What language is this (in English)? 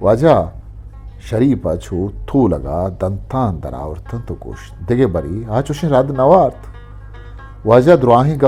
Eastern Balochi